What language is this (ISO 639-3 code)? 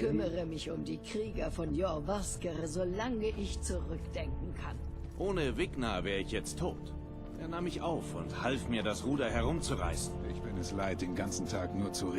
gsw